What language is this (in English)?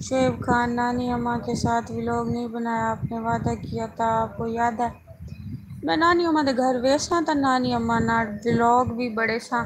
Saraiki